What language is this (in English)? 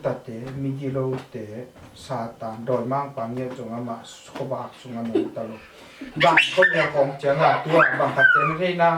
Tedim Chin